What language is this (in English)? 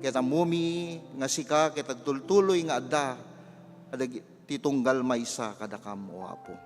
Iloko